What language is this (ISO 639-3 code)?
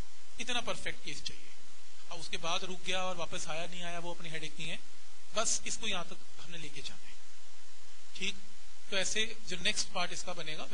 hin